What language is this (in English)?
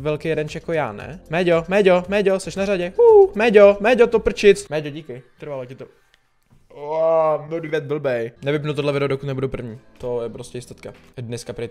Czech